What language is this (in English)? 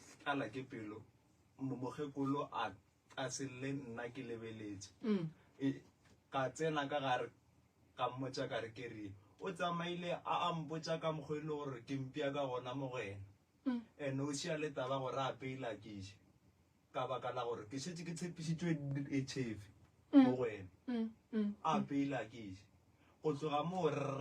Northern Sotho